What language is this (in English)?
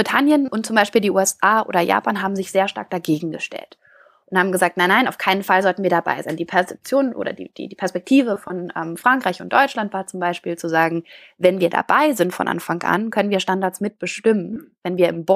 German